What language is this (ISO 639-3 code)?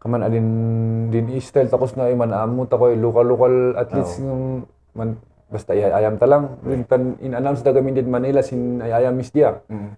kne